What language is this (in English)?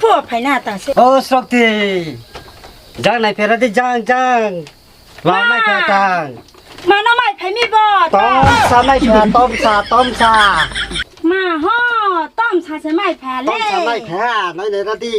Riang (India)